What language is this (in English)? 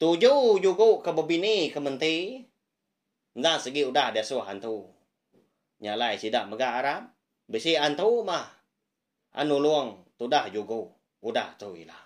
Iban